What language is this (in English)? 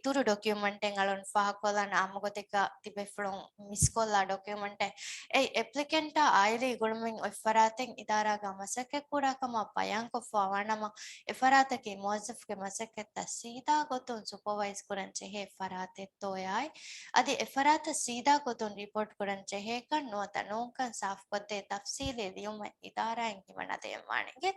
Divehi